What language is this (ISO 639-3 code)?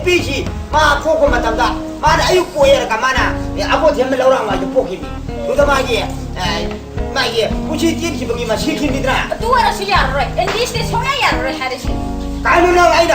mni